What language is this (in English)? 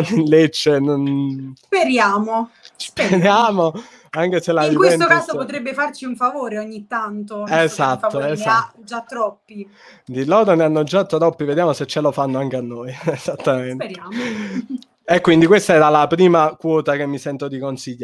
Italian